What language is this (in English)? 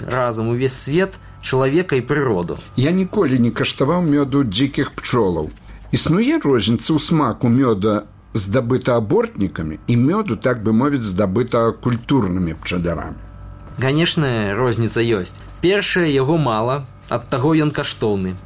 Belarusian